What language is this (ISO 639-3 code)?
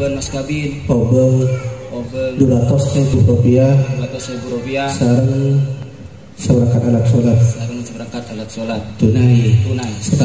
mad